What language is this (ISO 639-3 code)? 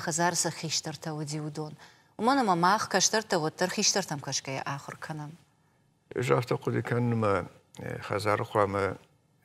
oss